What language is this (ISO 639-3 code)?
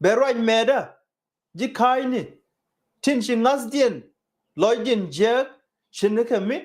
nus